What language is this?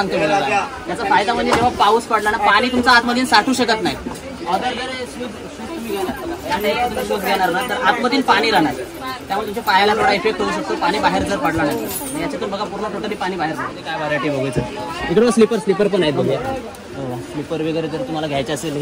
Marathi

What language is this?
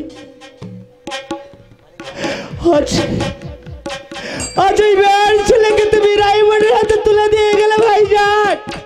Bangla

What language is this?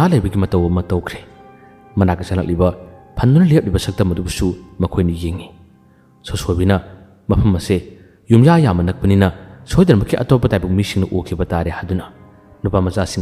Manipuri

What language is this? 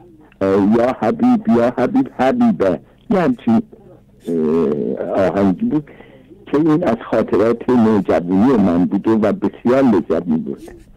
Persian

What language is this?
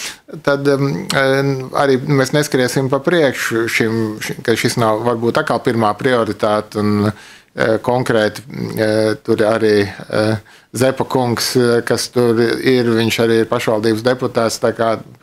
Latvian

